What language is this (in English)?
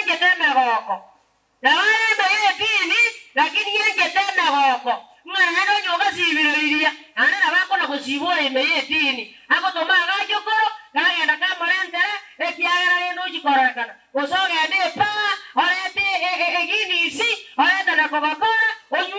Gusii